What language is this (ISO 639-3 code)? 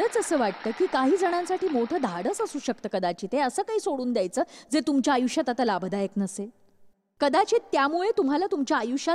mar